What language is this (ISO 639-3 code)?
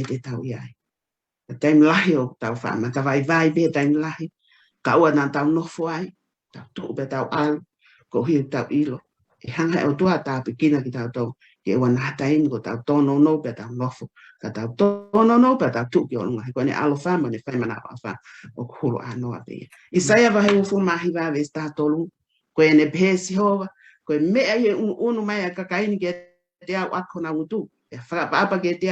ton